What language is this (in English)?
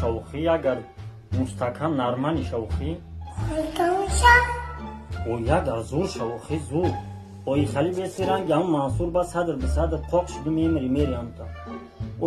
Tajik